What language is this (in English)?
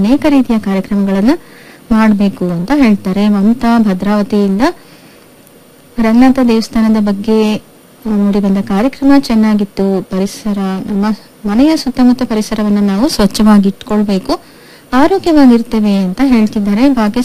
Kannada